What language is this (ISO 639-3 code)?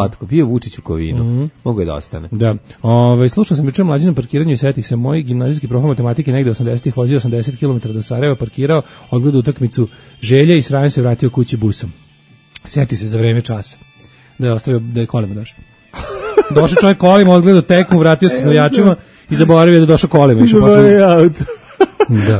srp